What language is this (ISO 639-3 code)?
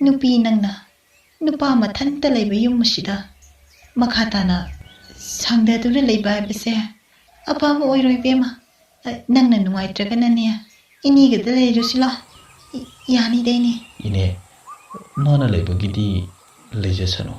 mni